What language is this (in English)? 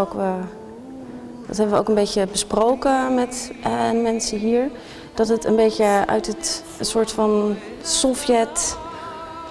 Dutch